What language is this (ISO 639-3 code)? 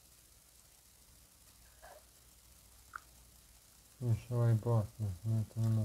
hrv